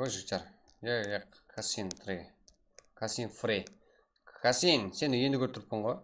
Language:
Kara-Kalpak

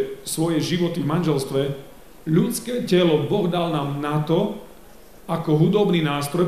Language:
Slovak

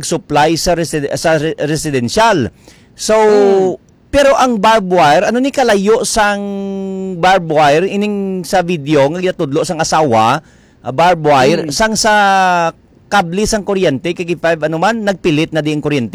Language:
Hiligaynon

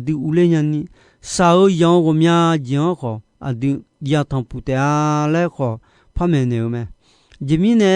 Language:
Akha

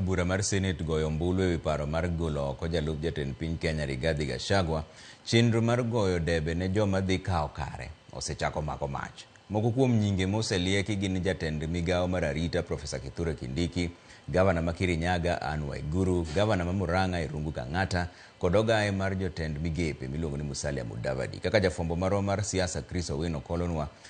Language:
Luo (Kenya and Tanzania)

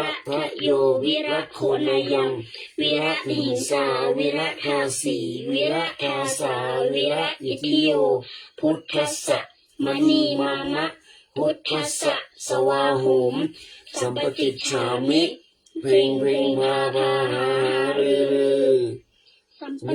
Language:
Pali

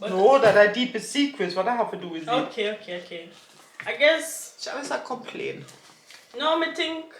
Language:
Jamaican Creole English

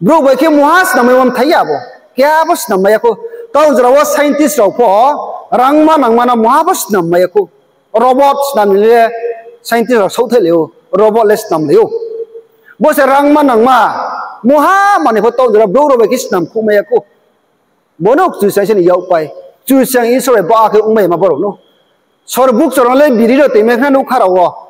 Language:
Riang (India)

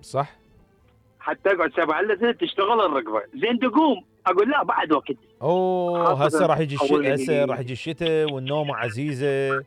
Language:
Mesopotamian Arabic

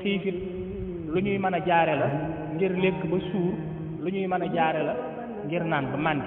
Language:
Wolof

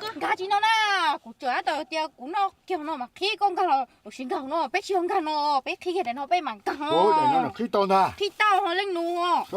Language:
Hmong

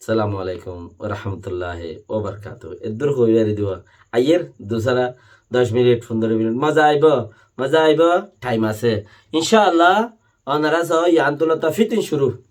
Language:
Rohingya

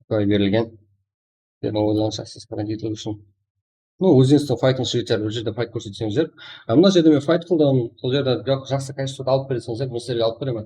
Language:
Kara-Kalpak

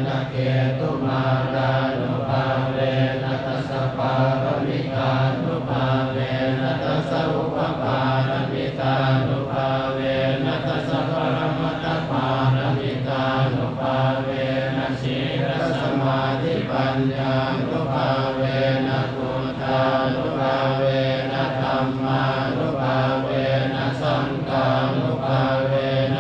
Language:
Pali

